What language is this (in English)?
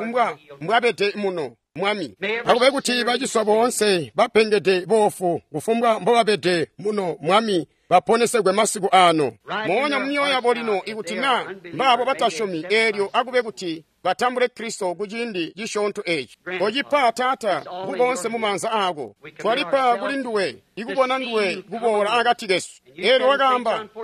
Tonga (Zambia)